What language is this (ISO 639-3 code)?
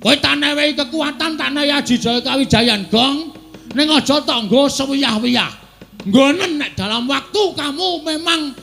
jav